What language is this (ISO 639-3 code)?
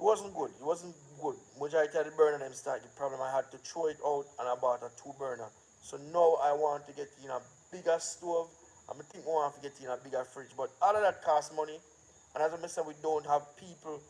jam